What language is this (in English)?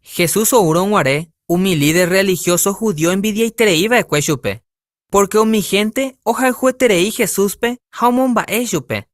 Guarani